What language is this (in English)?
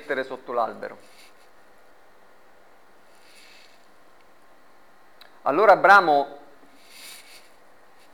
Italian